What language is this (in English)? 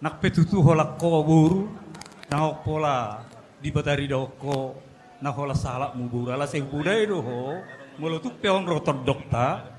Batak Toba